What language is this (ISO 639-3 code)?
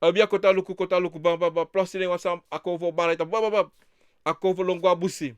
srn